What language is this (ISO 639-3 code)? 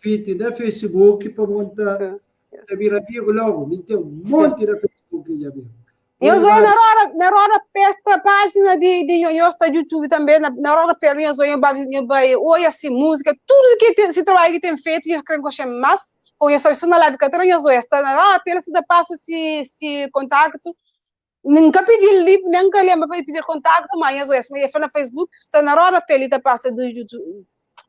kea